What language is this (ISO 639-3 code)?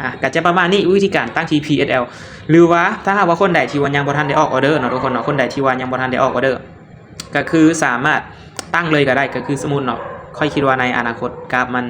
lao